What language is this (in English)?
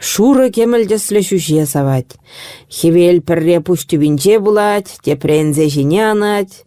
Chuvash